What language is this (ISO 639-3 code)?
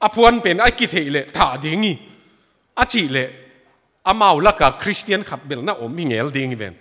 ctd